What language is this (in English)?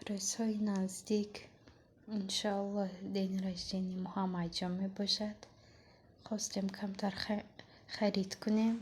Tajik